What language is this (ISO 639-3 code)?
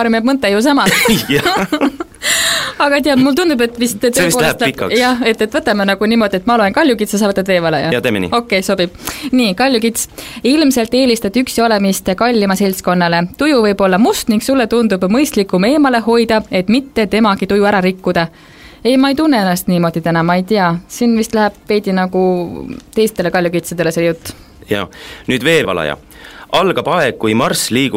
est